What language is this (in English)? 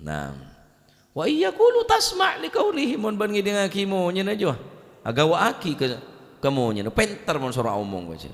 Madurese